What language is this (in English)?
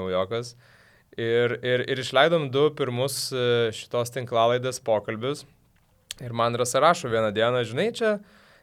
Lithuanian